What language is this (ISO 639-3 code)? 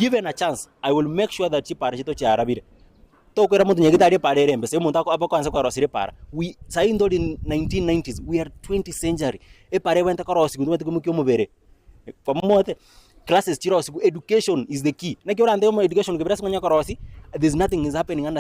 guz